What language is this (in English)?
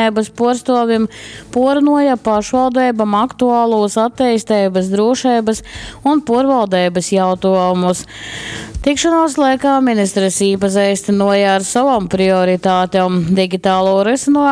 Latgalian